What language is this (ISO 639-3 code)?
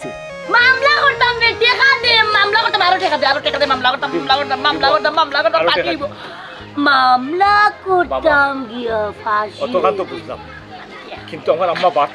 syl